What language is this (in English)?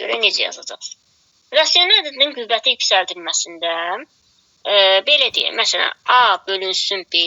Azerbaijani